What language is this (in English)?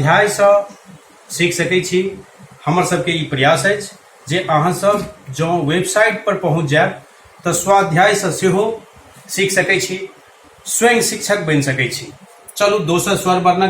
Maithili